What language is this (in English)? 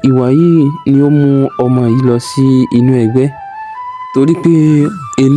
Yoruba